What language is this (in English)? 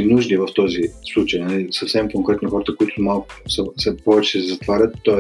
Bulgarian